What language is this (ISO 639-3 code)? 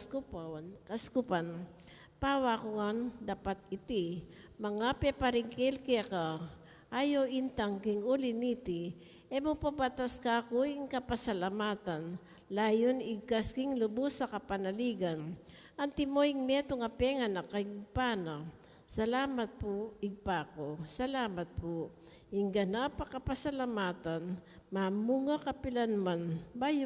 pam